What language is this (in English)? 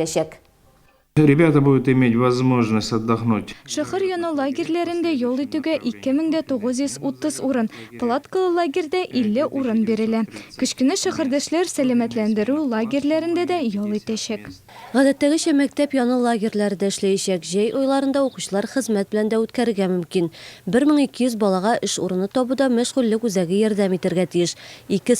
Tatar